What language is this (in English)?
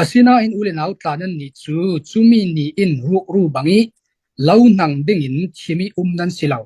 Falam Chin